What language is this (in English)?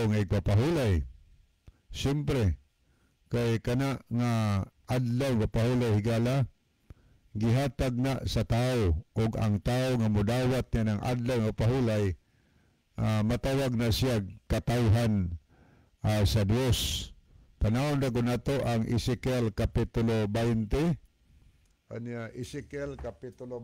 Cebuano